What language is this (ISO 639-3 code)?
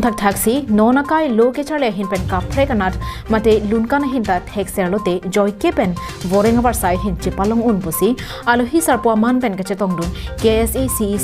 mjw